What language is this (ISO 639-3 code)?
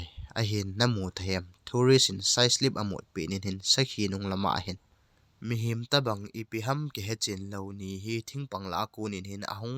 tcz